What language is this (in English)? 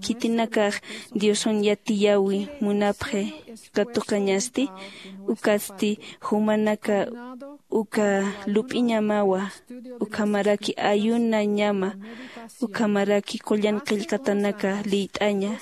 Aymara